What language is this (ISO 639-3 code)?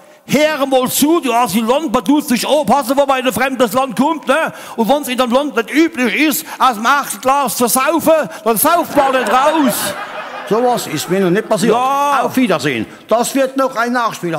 pfl